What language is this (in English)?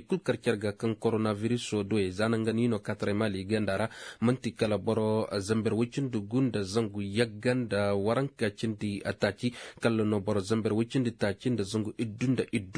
Koyraboro Senni